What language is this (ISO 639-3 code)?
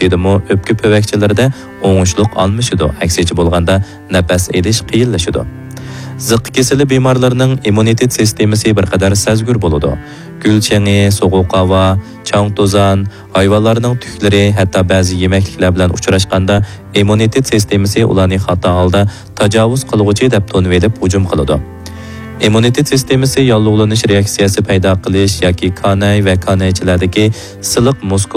uig